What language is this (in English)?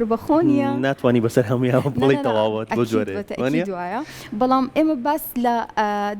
Central Kurdish